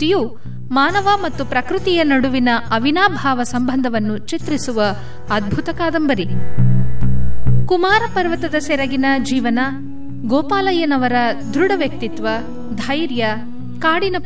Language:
Kannada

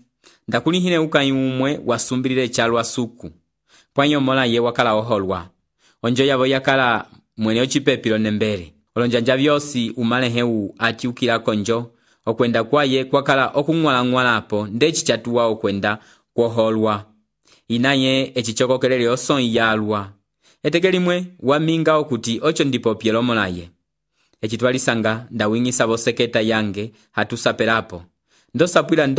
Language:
Umbundu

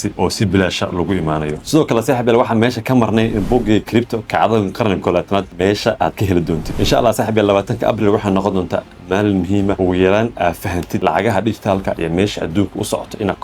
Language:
Somali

